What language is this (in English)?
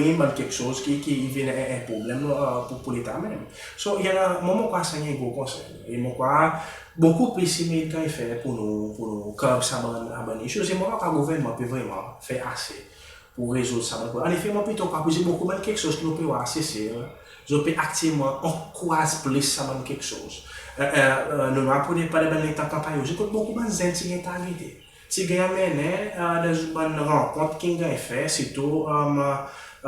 Seselwa Creole French